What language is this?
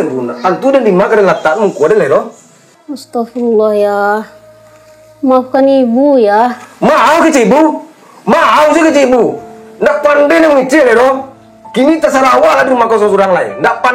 Minangkabau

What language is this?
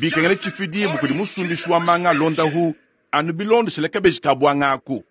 Luba-Lulua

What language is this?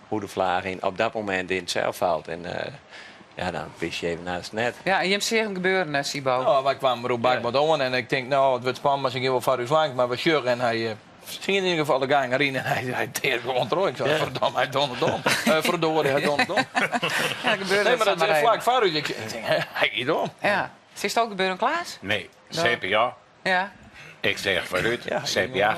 Western Frisian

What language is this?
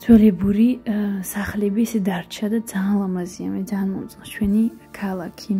Georgian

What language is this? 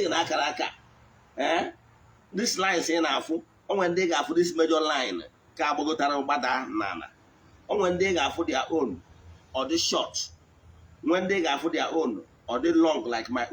Igbo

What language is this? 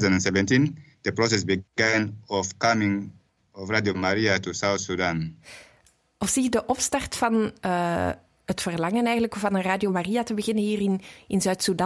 Dutch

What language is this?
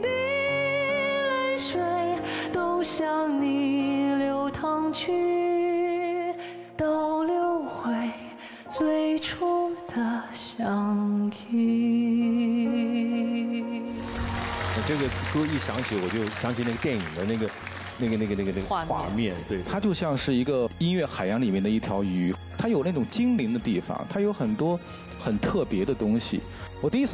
Chinese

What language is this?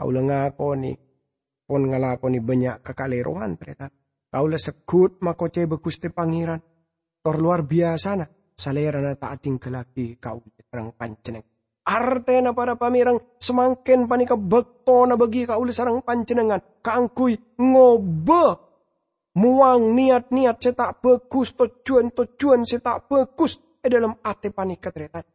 Madurese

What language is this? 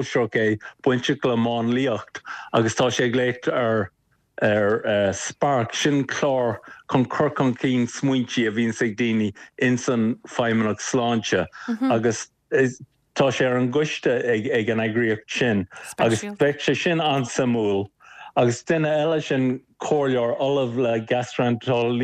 Irish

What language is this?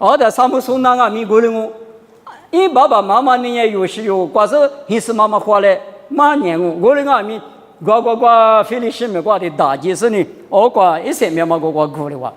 Lisu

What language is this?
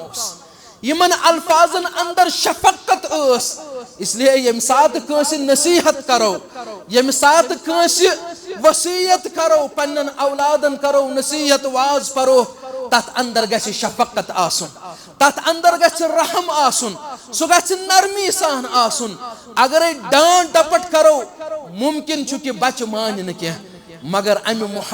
Kashmiri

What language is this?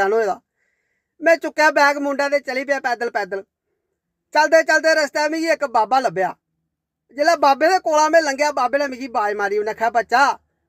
Dogri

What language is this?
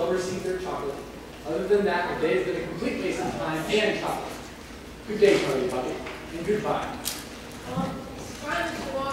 English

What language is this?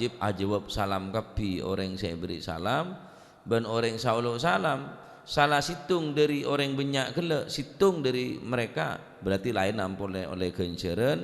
Madurese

